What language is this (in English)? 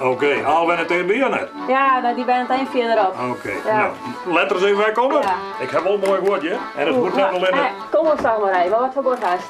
Western Frisian